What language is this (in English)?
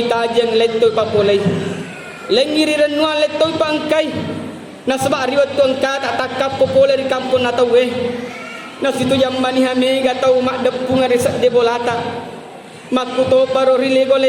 Buginese